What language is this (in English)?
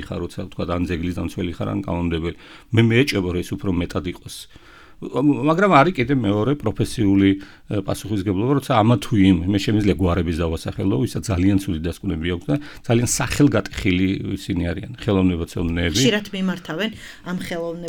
Georgian